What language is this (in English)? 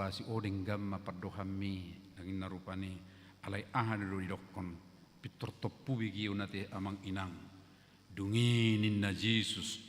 Batak Toba